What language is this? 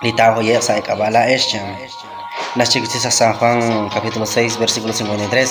Kekchí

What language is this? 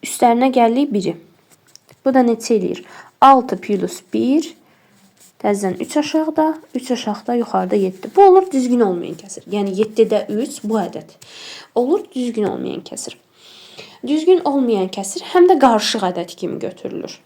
Azerbaijani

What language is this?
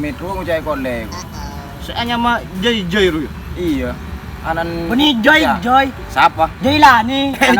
Madurese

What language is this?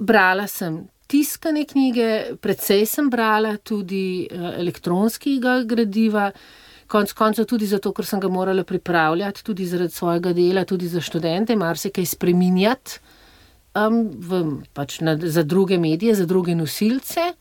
Slovenian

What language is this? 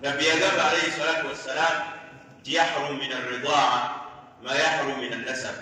Ganda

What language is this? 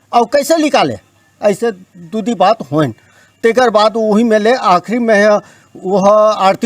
Chhattisgarhi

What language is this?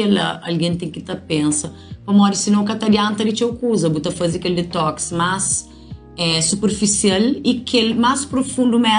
Kabuverdianu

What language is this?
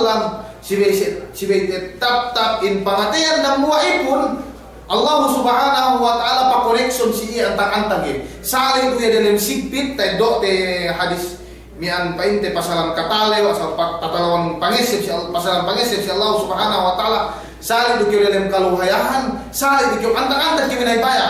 Yakan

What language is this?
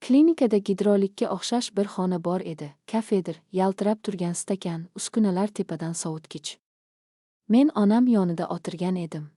Uzbek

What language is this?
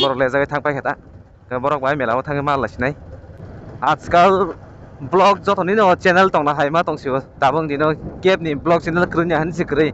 Kok Borok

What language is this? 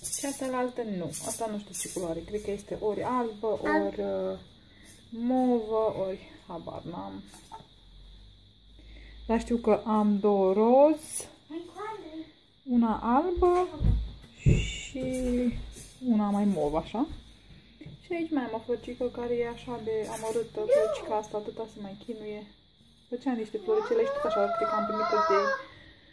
Romanian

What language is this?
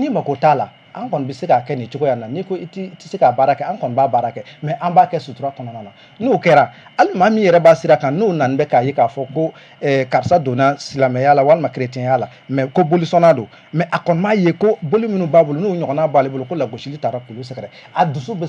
Bambara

